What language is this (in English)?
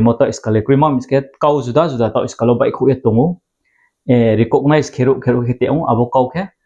Riang (India)